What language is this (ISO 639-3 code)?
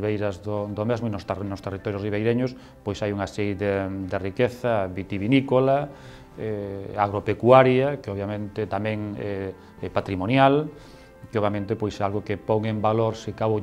glg